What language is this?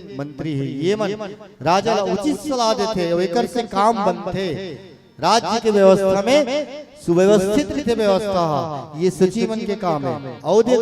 Chhattisgarhi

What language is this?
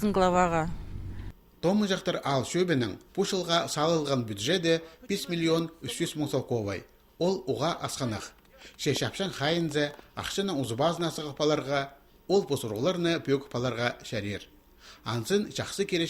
Khakas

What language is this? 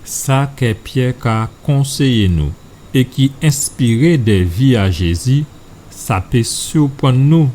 Guadeloupean Creole French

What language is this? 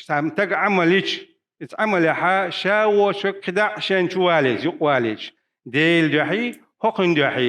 Chechen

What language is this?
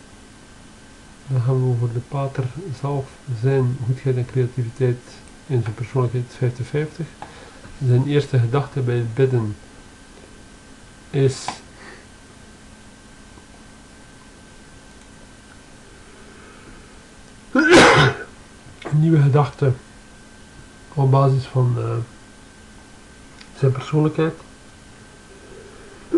Dutch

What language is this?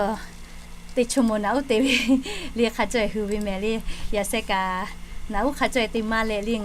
Lahu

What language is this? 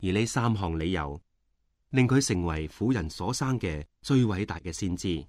Cantonese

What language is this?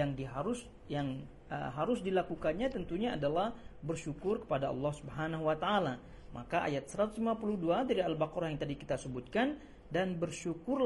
Indonesian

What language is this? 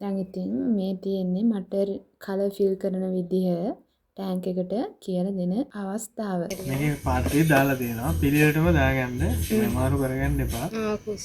Sinhala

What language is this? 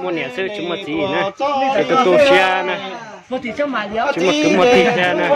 Hmong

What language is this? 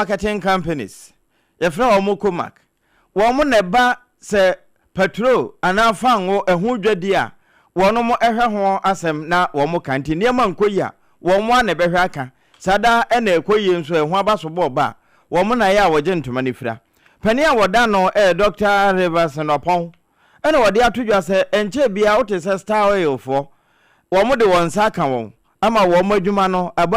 Akan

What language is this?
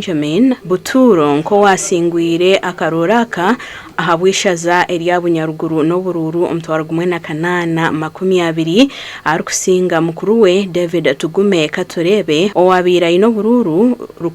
Nyankole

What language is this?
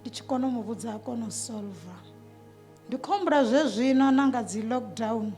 Venda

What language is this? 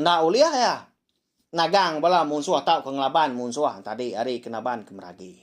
Iban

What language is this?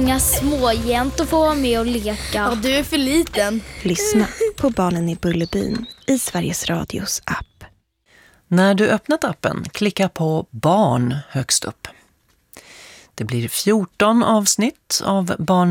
Swedish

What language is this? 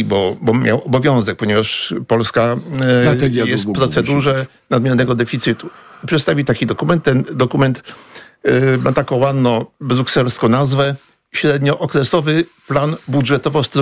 Polish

